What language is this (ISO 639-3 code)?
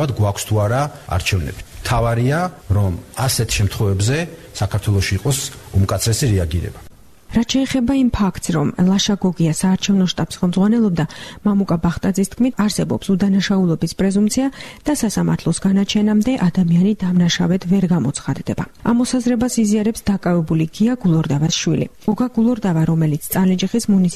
kat